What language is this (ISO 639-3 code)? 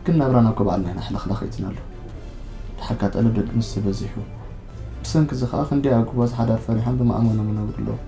tir